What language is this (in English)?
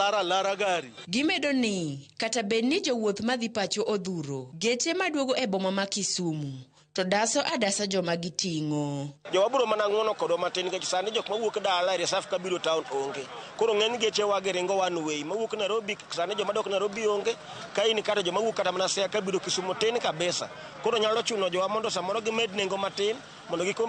Luo (Kenya and Tanzania)